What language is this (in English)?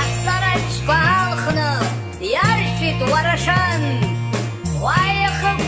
Abkhazian